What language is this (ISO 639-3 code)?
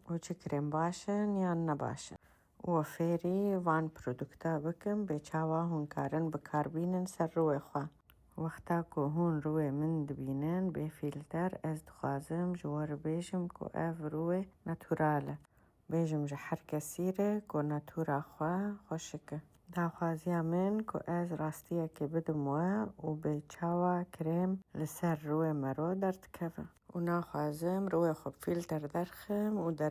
kur